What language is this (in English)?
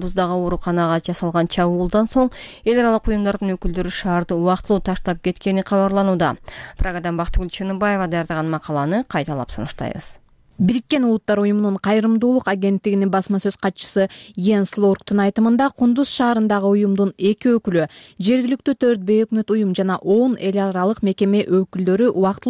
Kyrgyz